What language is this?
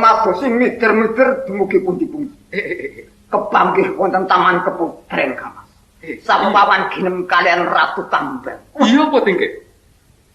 Javanese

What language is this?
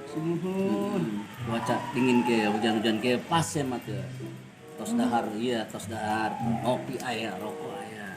Betawi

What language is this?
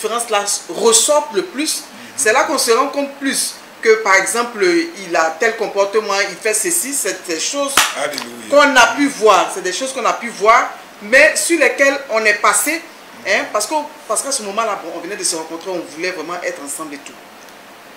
French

